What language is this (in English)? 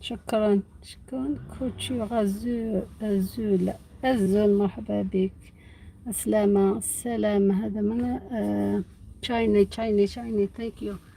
Algerian Arabic